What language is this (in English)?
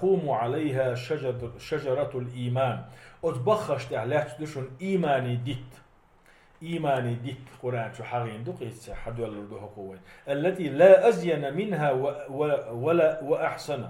Chechen